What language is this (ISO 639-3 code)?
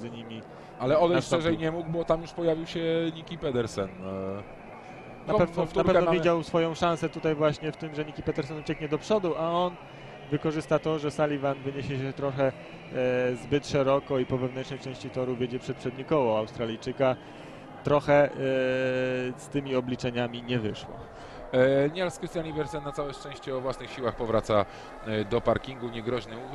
pol